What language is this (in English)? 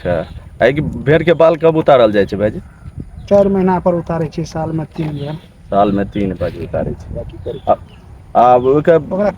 Maithili